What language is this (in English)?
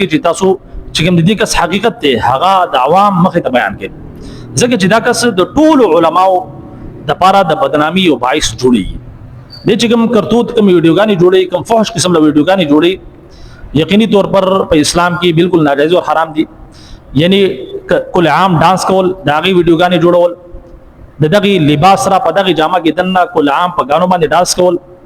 Pashto